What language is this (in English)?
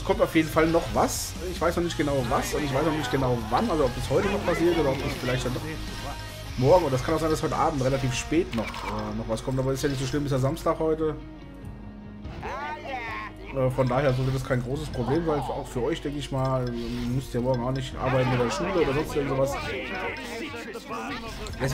German